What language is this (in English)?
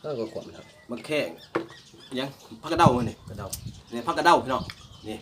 Northeastern Thai